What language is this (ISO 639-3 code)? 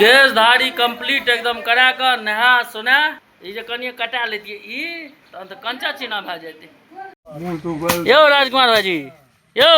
mai